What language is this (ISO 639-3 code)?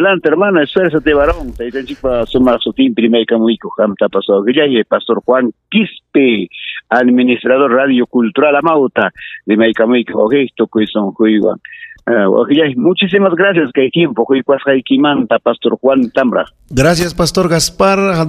quy